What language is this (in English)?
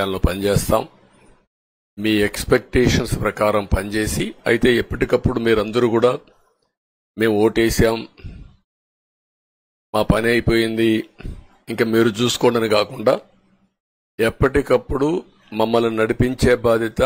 Telugu